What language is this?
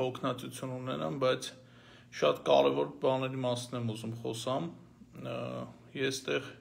Armenian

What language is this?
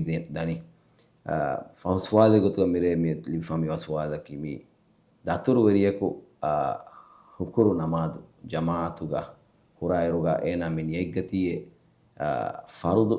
Divehi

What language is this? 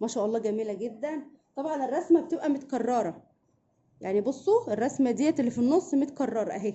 Egyptian Arabic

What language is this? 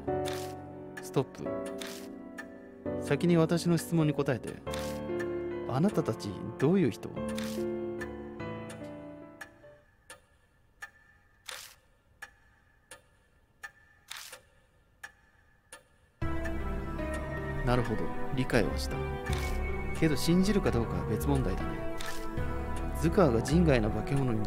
Japanese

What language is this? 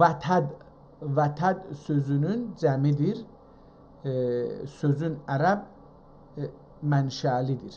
South Azerbaijani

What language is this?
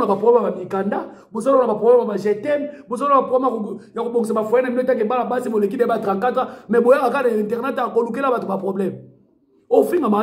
Lingala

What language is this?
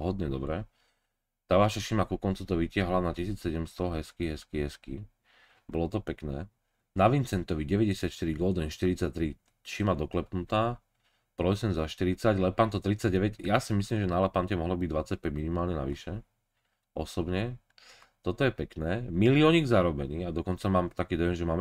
Slovak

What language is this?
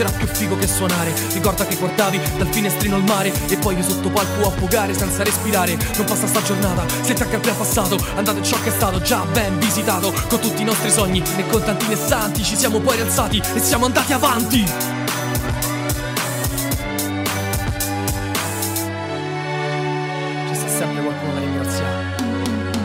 Italian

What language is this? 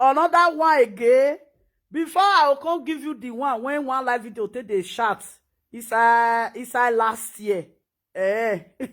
Nigerian Pidgin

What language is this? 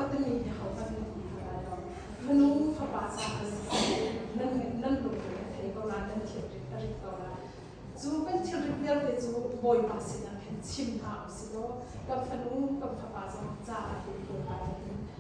Hakha Chin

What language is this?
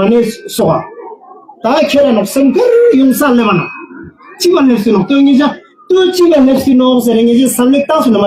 Ladakhi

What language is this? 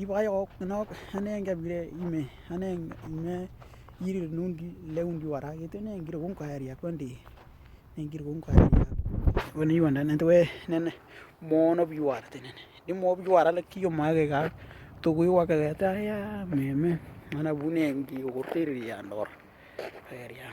Western Dani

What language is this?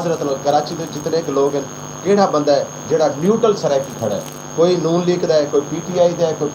Saraiki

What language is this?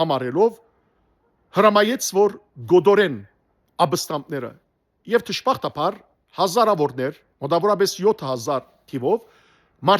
Western Armenian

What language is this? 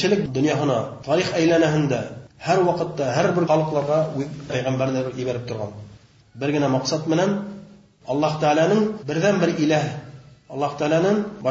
Bashkir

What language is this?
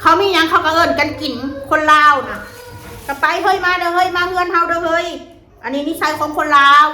Northeastern Thai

